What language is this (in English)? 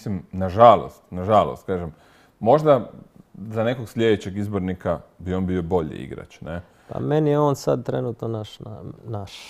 Croatian